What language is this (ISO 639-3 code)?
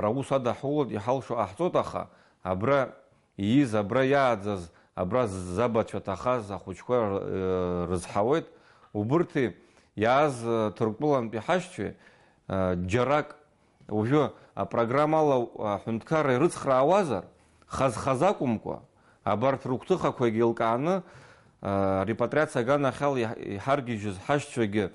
abk